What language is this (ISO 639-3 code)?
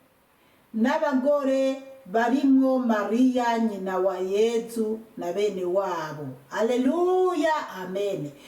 run